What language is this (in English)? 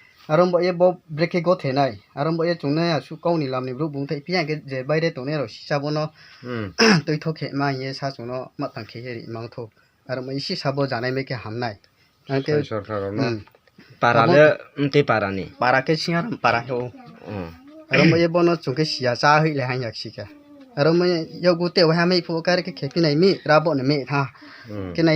Riang (India)